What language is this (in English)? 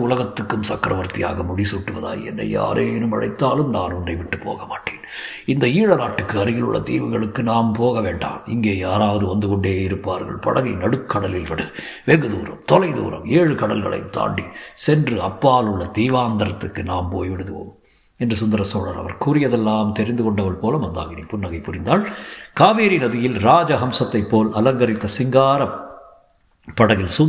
Tamil